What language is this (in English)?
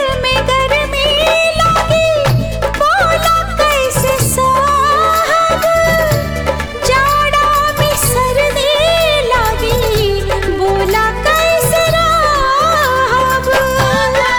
Bhojpuri